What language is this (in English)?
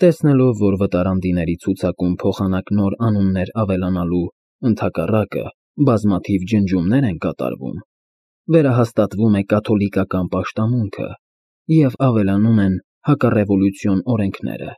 Armenian